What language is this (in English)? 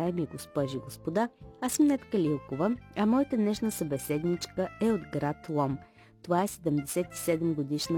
Bulgarian